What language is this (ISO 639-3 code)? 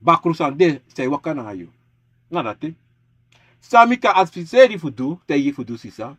srn